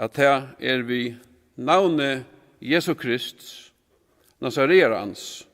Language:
Faroese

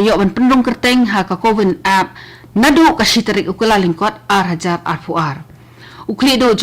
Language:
Khasi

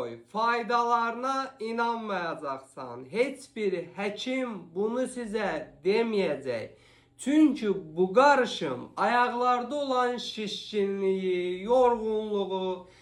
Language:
Azerbaijani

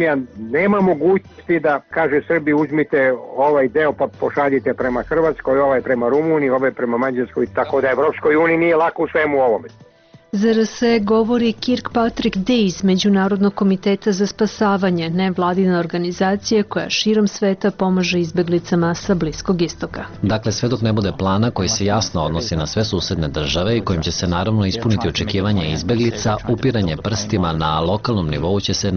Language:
Serbian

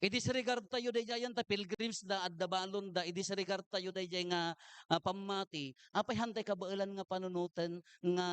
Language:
Iloko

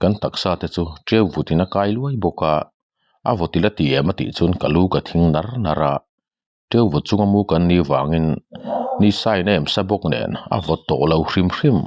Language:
Mizo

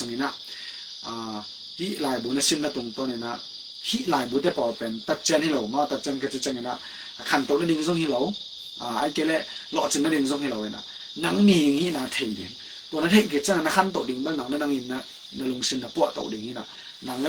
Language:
Tedim Chin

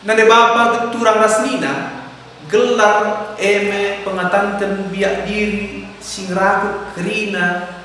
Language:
Batak Karo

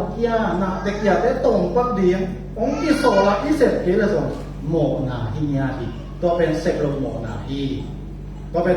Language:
Tedim Chin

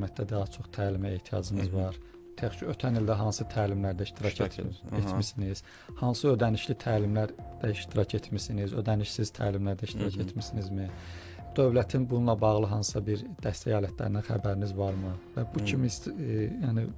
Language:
Azerbaijani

